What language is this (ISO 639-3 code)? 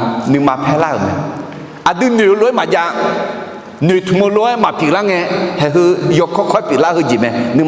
ahk